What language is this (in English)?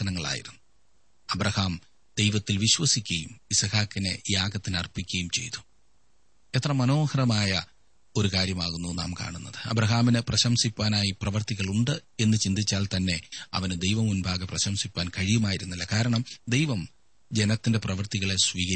Malayalam